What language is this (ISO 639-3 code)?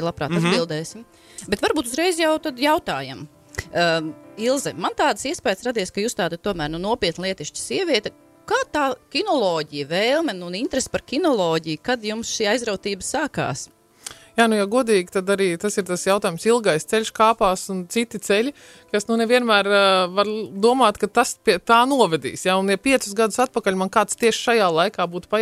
lav